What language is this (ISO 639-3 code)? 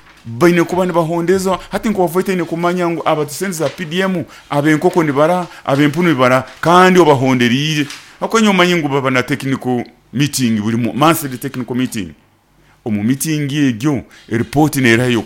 nyo